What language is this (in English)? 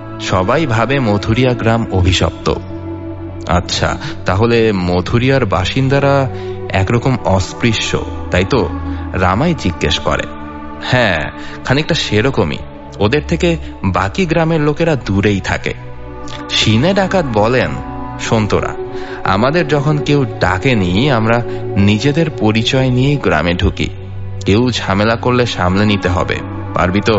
Bangla